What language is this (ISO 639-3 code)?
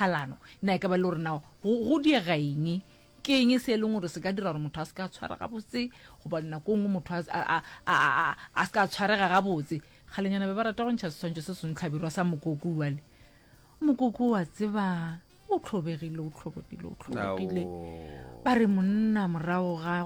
nso